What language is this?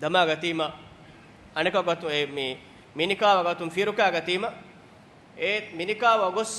Divehi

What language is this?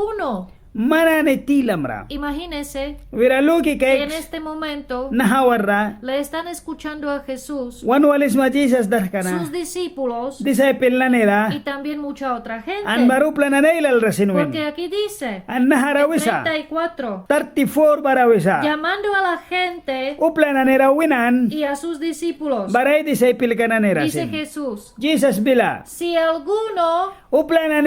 Mískito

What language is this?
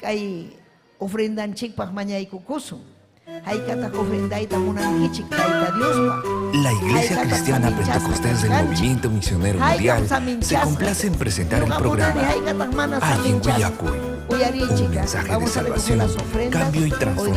Ayacucho Quechua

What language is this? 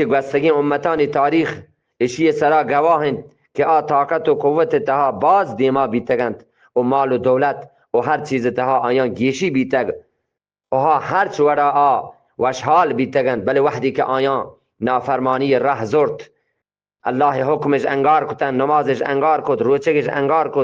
Eastern Balochi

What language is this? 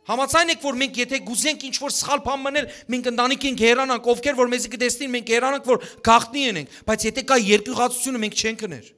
Western Armenian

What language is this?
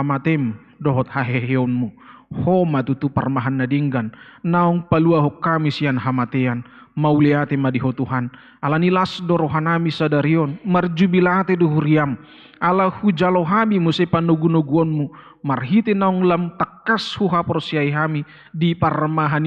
Batak Toba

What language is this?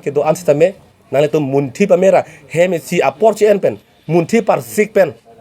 Karbi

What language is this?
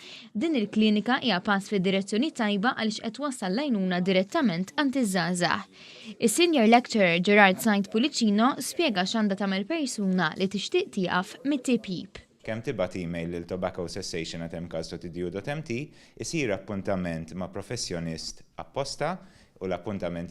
Maltese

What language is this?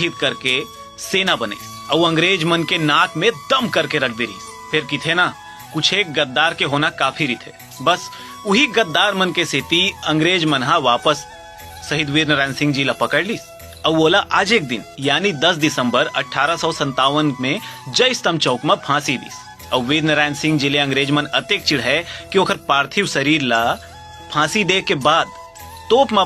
Chhattisgarhi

